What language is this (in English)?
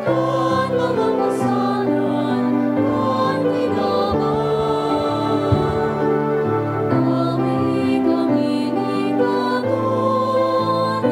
Bikol